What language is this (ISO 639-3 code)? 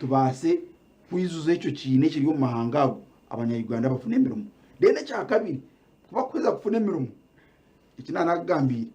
nyn